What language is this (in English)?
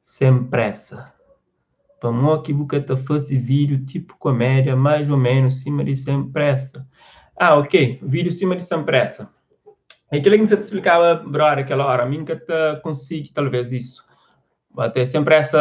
Kabuverdianu